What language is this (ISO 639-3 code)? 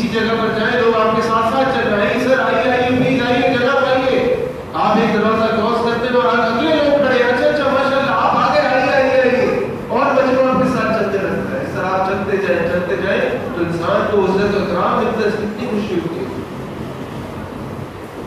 urd